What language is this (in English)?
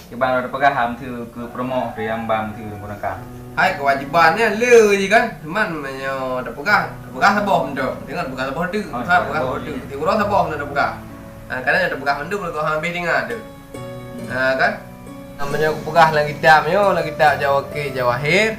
Achinese